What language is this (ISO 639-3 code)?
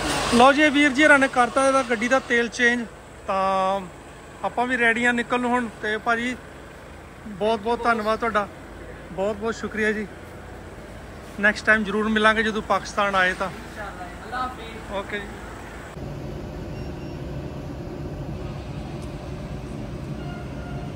pan